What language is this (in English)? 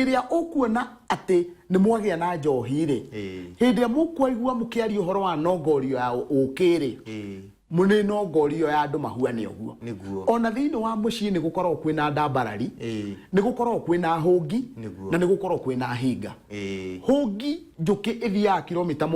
Kikuyu